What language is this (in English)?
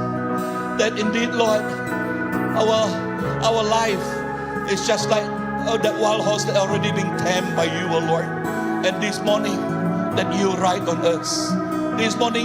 Iban